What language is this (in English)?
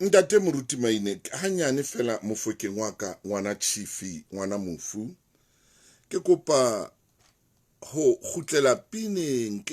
Southern Sotho